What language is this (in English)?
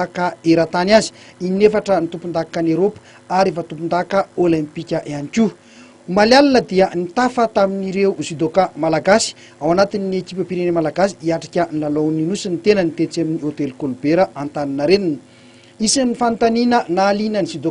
Malagasy